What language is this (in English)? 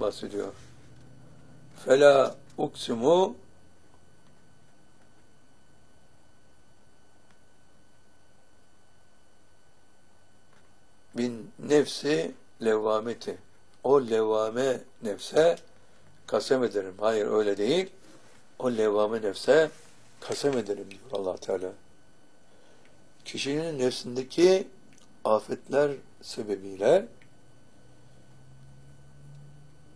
Turkish